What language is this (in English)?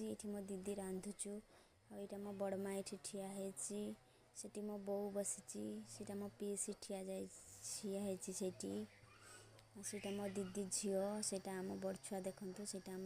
Odia